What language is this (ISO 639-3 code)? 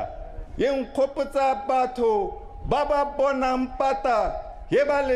tsn